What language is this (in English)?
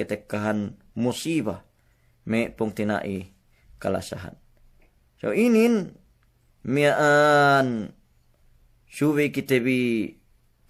Yakan